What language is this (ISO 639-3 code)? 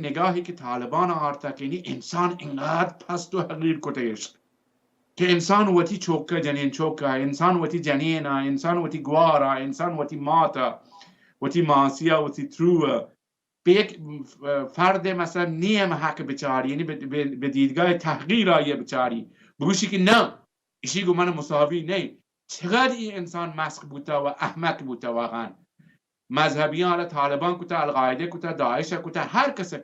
bal